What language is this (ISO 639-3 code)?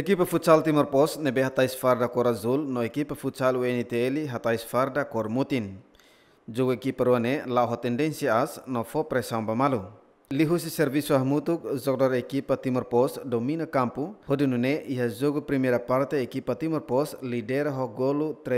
tet